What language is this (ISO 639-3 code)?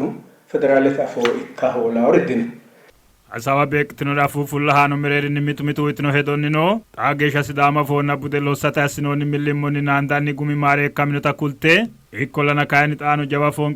sid